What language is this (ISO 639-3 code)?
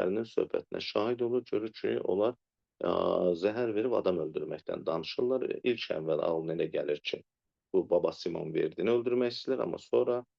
aze